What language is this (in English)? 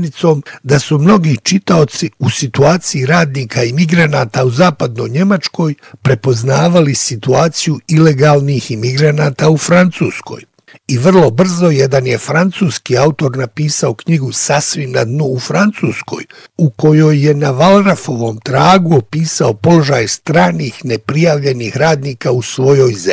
Bosnian